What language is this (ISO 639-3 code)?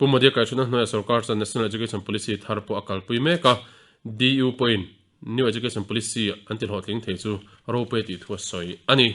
lus